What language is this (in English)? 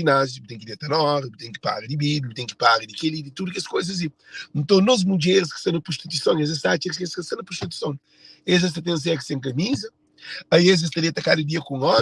Kabuverdianu